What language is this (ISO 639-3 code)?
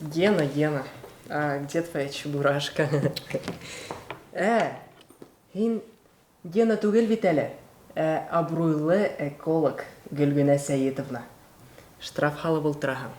bak